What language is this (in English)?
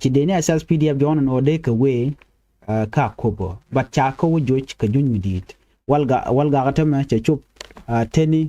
Nuer